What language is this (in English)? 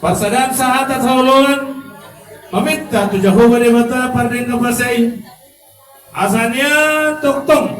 Batak Toba